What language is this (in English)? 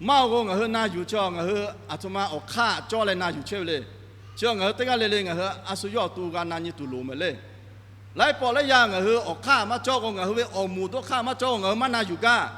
Lahu